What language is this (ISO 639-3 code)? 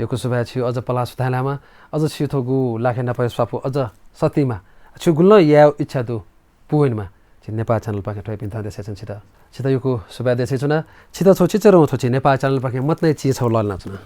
new